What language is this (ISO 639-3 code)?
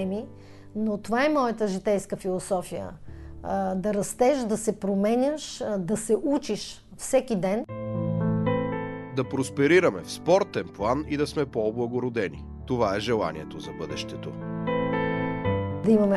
bul